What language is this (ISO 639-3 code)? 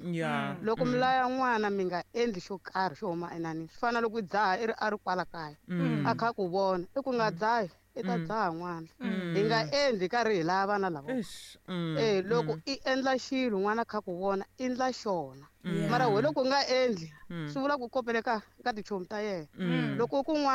tso